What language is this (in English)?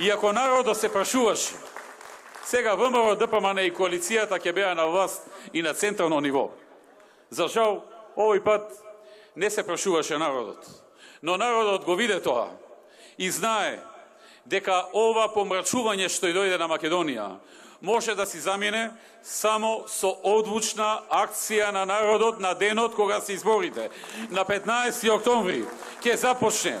Macedonian